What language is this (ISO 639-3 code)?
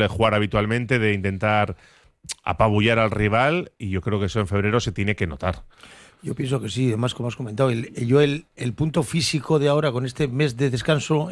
spa